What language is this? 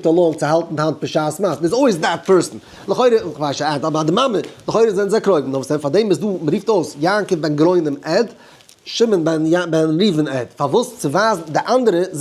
Yiddish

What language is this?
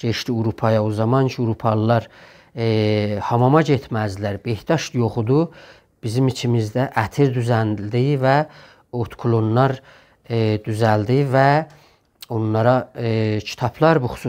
South Azerbaijani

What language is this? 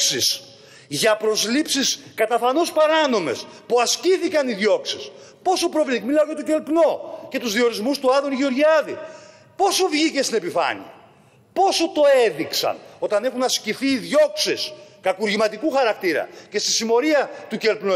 Greek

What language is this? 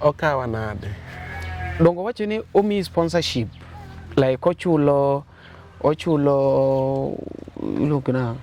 Luo (Kenya and Tanzania)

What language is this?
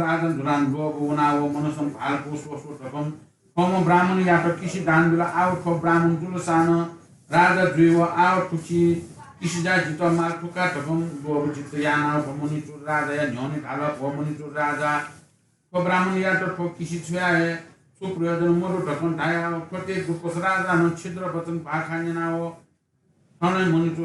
Newari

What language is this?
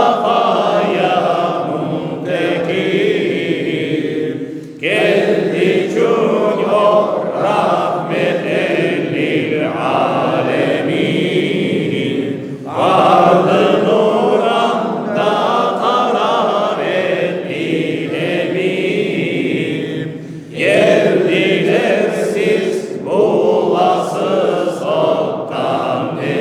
Crimean Tatar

